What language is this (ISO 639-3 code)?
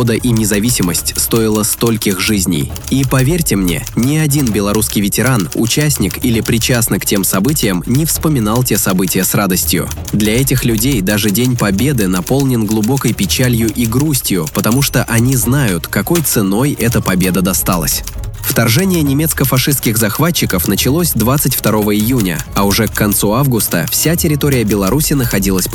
rus